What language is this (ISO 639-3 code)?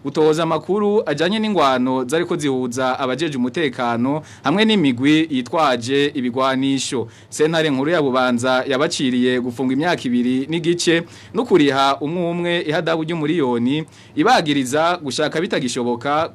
run